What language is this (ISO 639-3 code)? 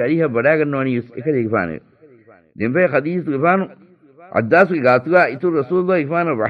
div